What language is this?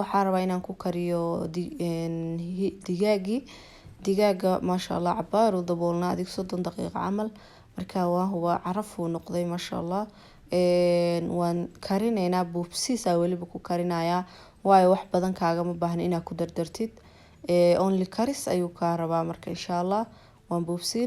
Somali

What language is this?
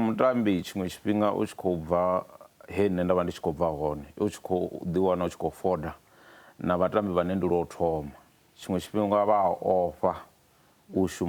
Venda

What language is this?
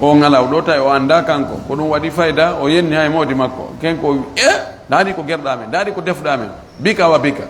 Fula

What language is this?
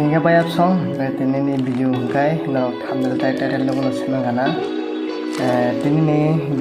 Kok Borok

